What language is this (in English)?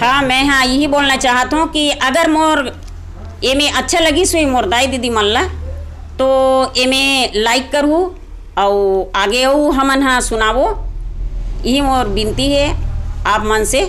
Chhattisgarhi